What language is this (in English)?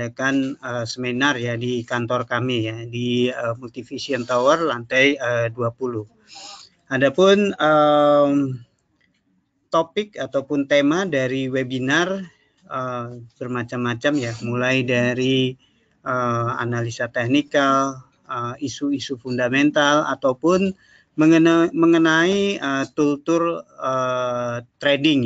Indonesian